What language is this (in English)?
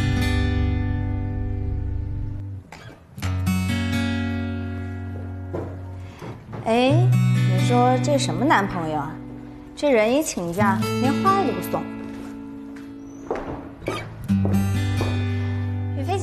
Chinese